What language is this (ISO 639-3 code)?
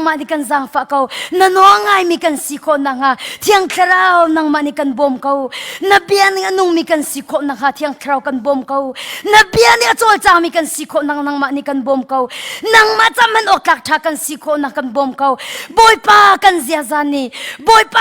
cnh